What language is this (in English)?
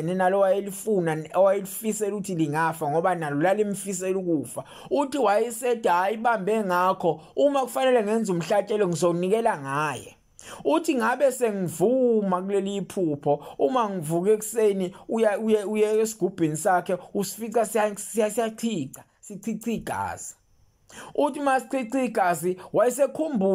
Zulu